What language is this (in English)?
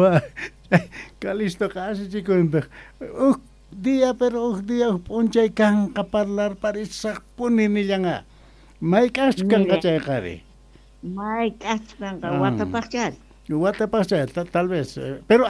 South Bolivian Quechua